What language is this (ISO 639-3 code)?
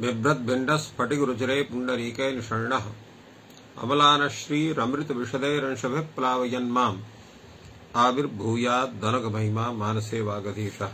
san